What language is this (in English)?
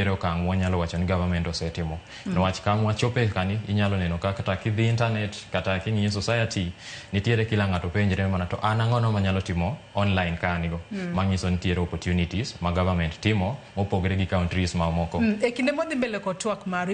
Luo (Kenya and Tanzania)